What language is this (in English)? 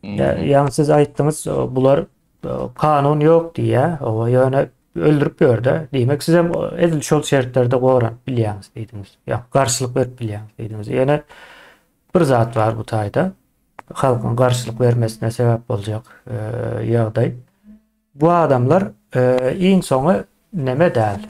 Turkmen